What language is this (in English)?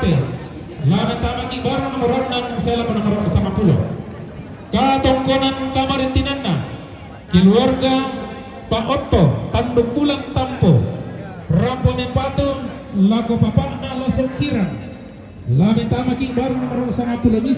Toraja-Sa'dan